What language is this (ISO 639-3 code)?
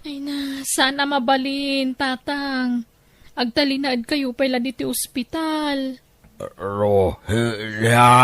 ilo